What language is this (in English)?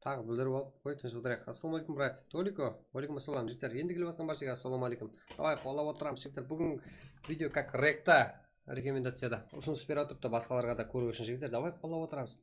Kara-Kalpak